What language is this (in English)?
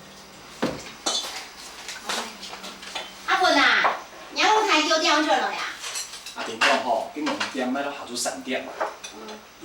Hakka Chinese